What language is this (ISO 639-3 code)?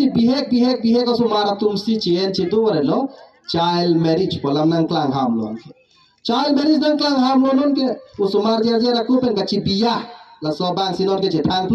mjw